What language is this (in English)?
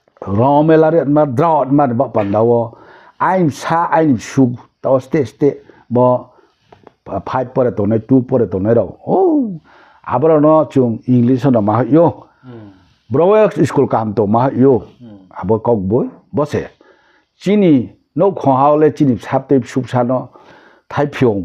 Riang (India)